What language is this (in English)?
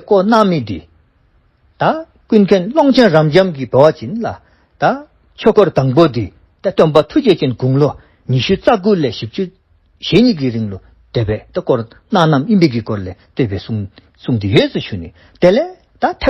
Dzongkha